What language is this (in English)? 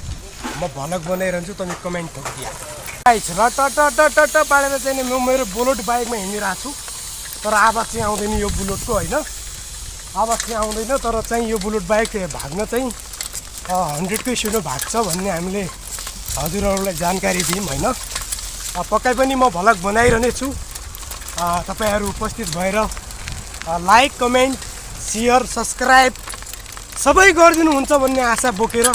Nepali